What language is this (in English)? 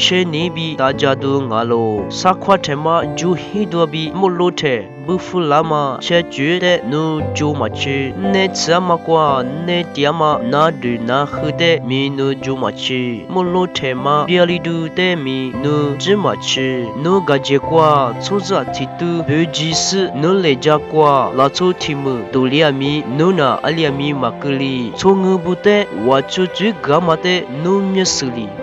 Lisu